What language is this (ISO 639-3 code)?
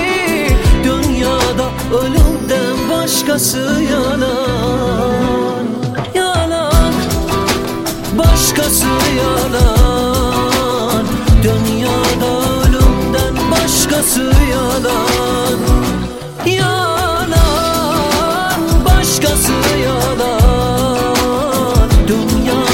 tur